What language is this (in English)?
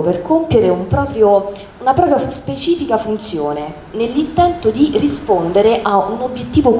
Italian